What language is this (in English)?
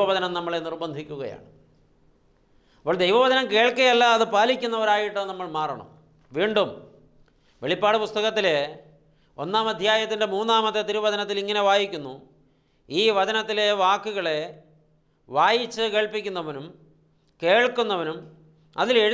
Malayalam